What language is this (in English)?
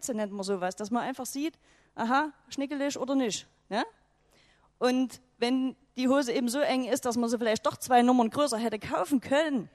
German